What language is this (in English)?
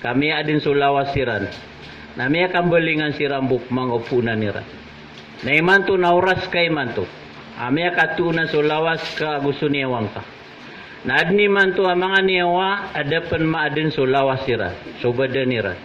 Maranao